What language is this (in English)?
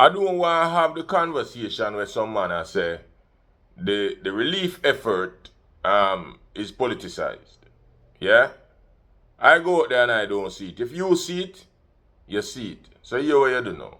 Jamaican Creole English